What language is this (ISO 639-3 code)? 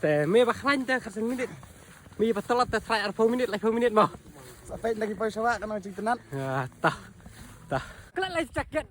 kha